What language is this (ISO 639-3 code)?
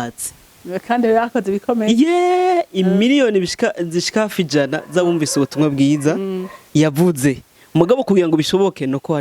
run